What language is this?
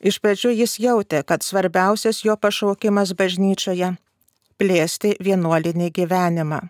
Lithuanian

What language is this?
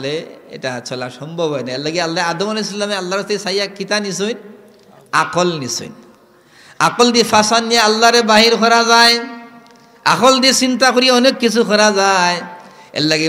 Sylheti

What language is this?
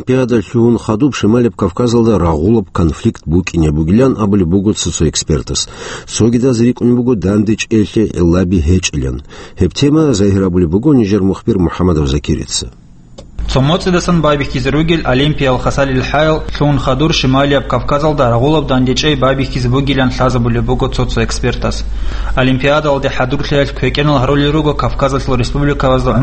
Avaric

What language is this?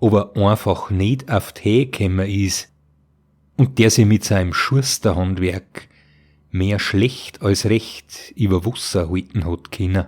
Bavarian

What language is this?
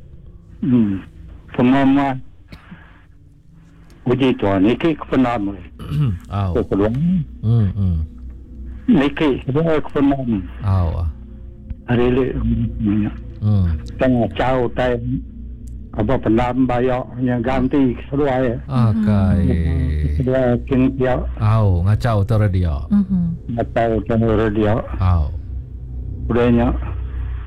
Iban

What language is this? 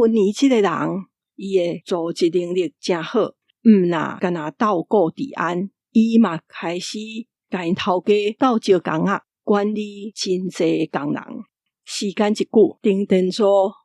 Min Nan Chinese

